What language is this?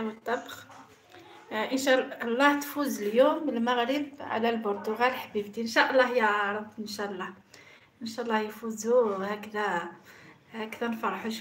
Algerian Arabic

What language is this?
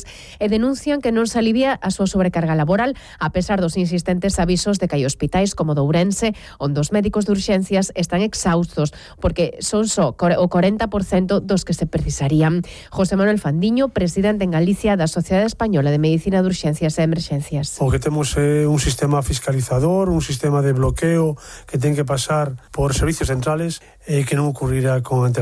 Galician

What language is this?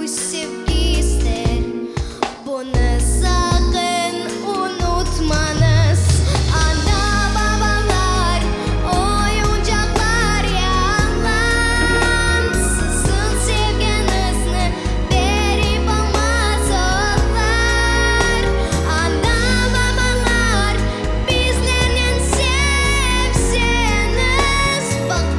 Crimean Tatar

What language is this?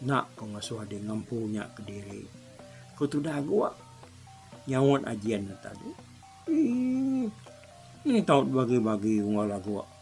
Iban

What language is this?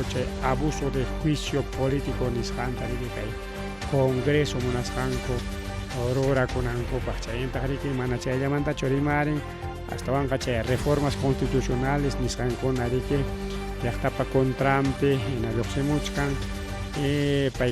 Ayacucho Quechua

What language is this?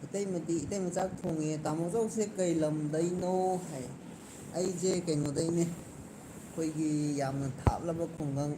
Manipuri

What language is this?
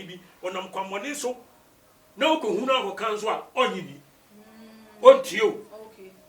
Akan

